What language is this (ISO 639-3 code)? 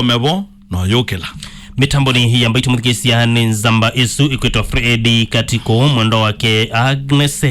kam